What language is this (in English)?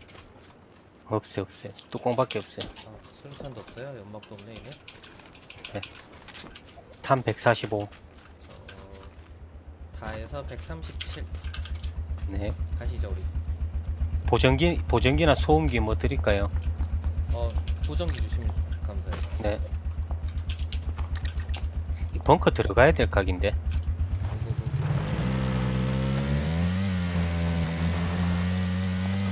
Korean